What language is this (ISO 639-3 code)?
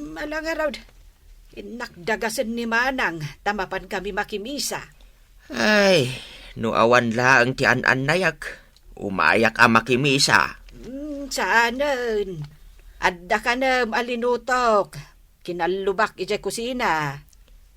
ilo